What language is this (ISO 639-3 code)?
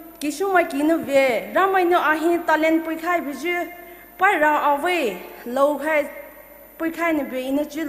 pmx